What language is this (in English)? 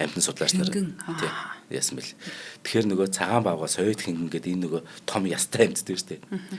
Mongolian